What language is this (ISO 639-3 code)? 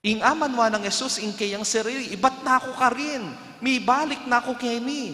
pam